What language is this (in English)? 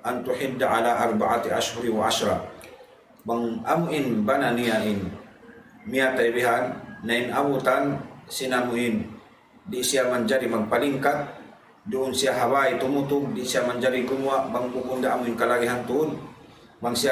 Tausug